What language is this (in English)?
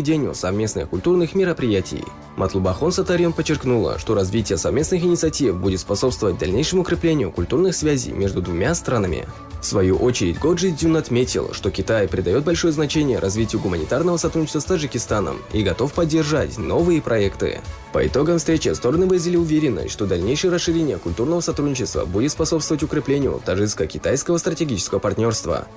Russian